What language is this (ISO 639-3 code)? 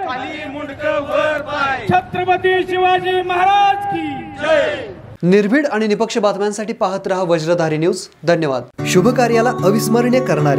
mar